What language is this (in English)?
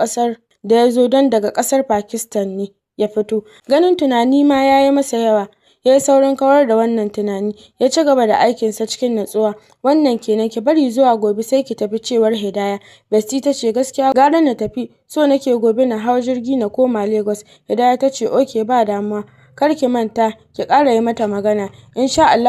Hausa